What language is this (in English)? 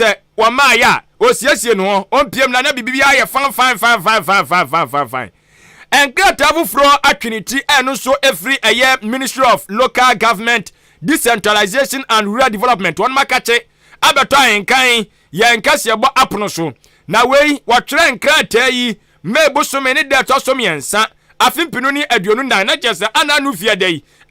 Akan